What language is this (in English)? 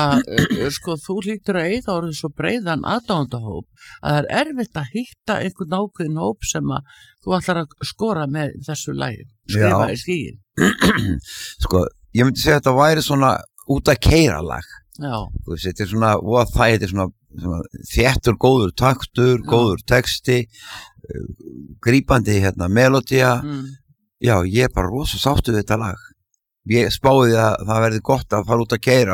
Icelandic